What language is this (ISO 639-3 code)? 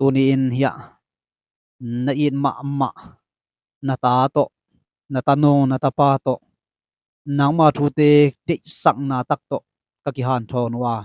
ctd